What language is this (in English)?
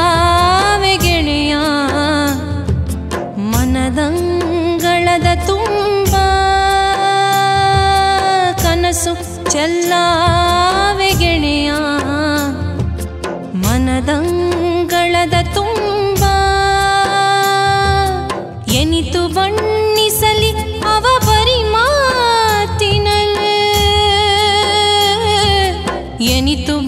Kannada